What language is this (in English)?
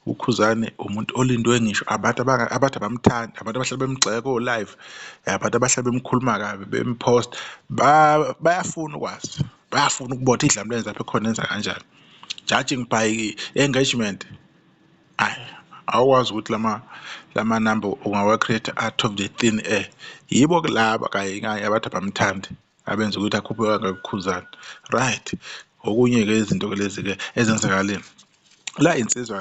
Zulu